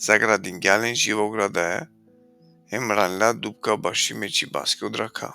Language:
Balkan Romani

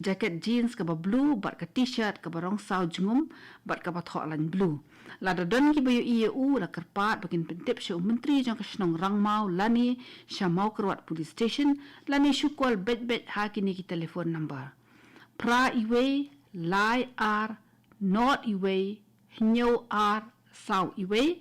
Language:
Khasi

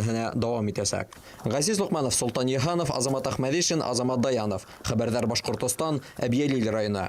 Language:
Bashkir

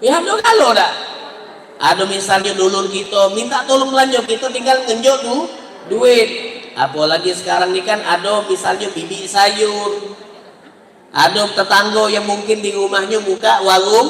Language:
Musi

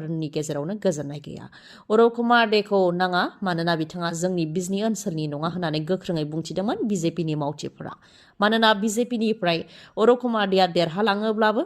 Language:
Bodo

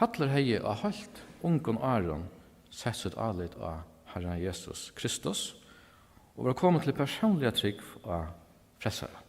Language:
Faroese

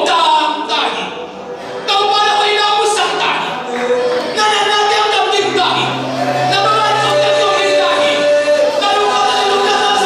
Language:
Tedim Chin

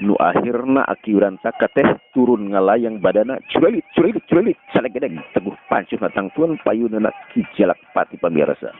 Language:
Sundanese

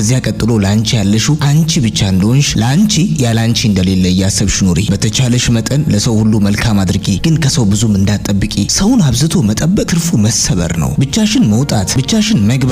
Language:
Amharic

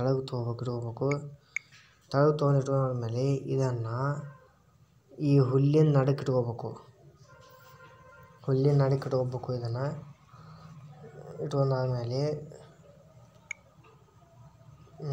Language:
Kannada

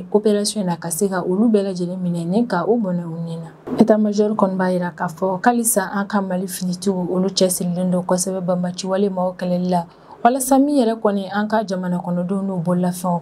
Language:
Bambara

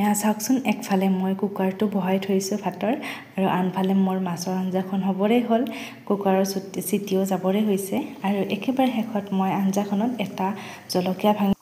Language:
Assamese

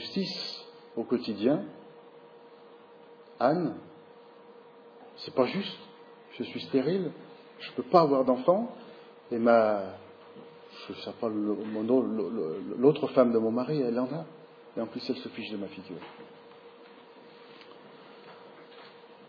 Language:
French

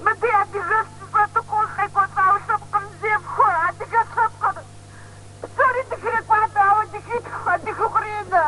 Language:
Kabardian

